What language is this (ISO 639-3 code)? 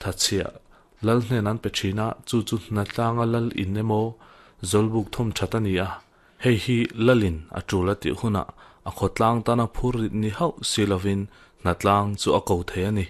lus